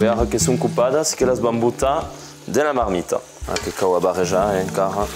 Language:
Occitan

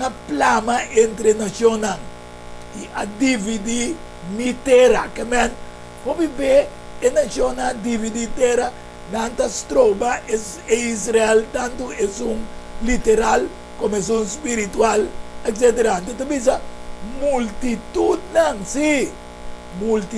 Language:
Papiamento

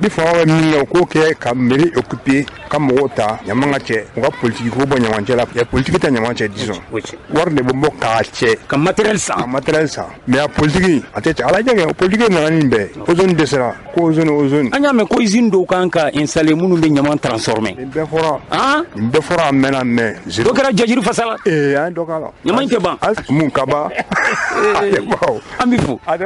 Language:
Bambara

